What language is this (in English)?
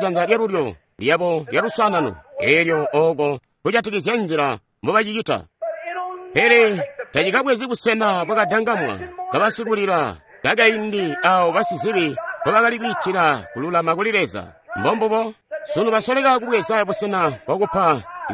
Tonga (Zambia)